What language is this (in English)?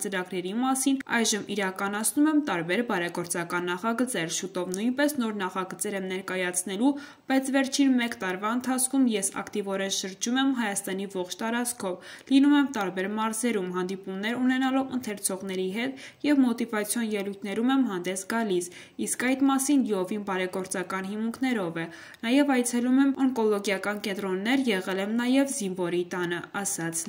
Armenian